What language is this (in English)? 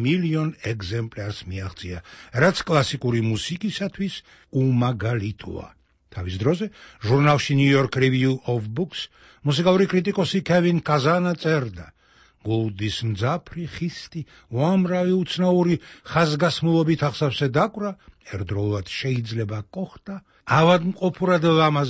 Georgian